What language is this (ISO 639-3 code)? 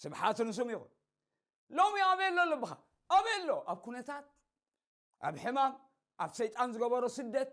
tir